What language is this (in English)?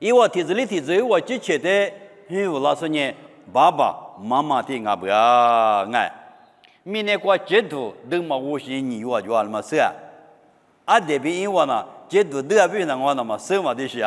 Lisu